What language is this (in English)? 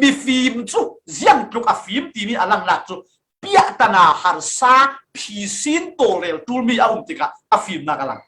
Falam Chin